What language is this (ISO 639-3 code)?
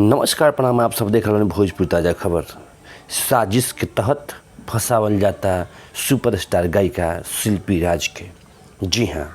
bho